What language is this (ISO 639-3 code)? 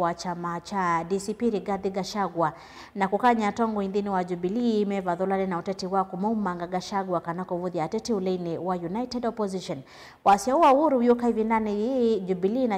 kam